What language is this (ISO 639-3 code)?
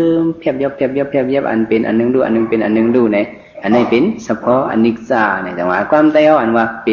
shn